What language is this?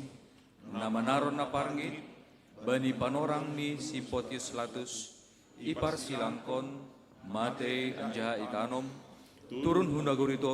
Batak Simalungun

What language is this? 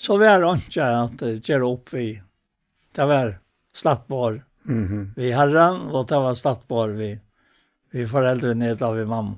Faroese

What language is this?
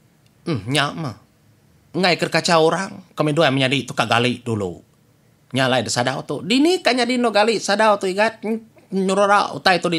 Iban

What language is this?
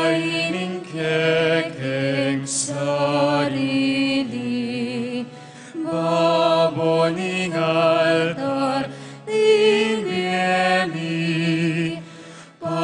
Pampanga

